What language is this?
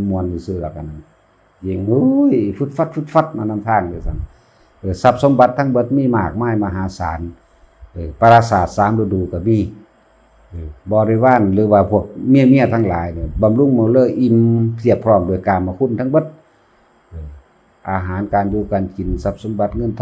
Northeastern Thai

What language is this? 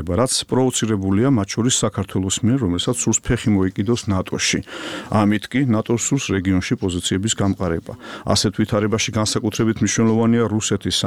Georgian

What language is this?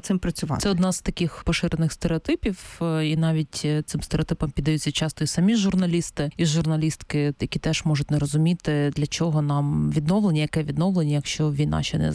Ukrainian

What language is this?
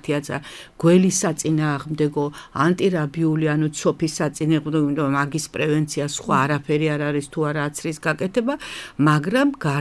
Georgian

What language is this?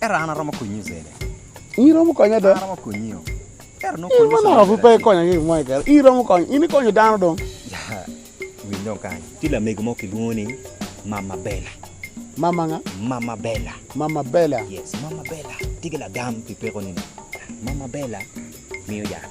Acoli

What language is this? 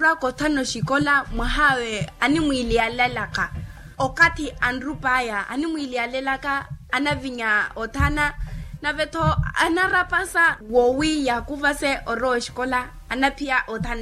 Makhuwa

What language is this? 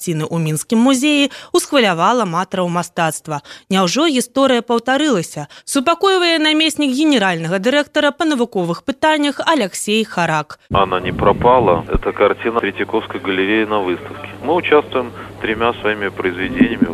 Belarusian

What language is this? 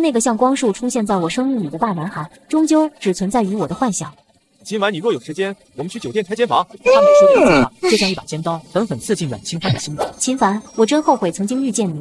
Chinese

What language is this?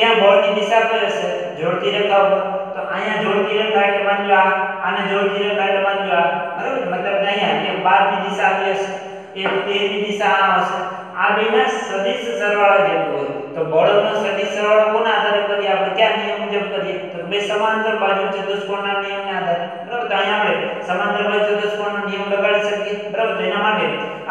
Gujarati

